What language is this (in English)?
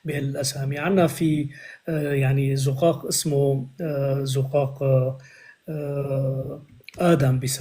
North Levantine Arabic